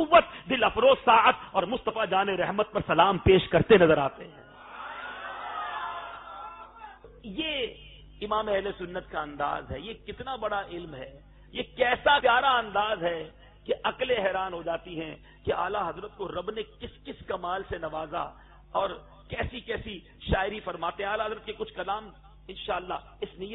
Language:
Urdu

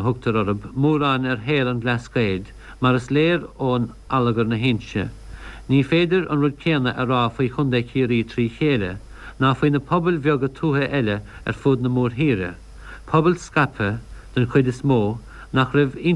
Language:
Irish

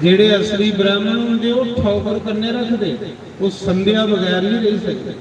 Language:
Dogri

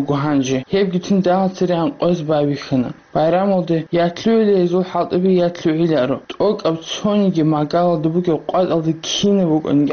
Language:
Avaric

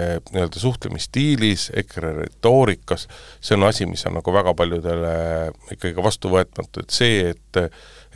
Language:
Estonian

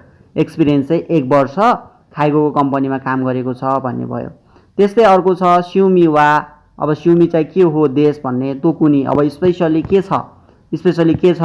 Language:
Nepali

